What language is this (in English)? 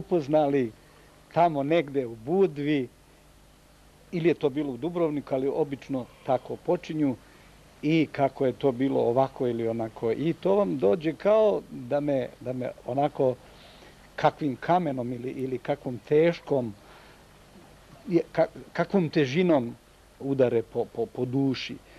Serbian